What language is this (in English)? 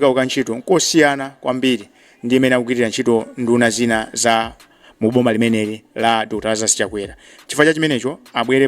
Nyanja